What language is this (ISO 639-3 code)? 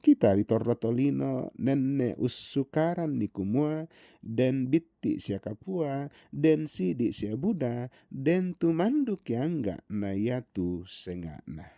sda